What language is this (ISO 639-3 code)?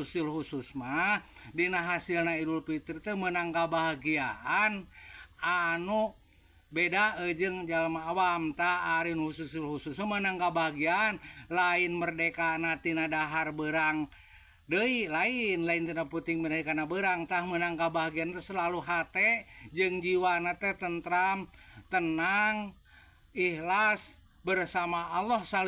sun